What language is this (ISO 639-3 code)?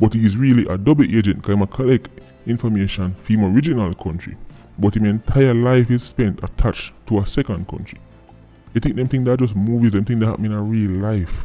jam